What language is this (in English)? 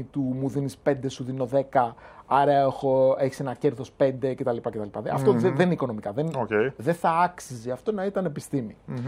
Greek